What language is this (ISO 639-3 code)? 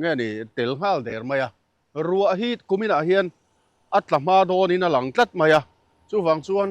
lus